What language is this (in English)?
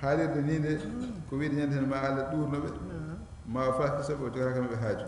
Fula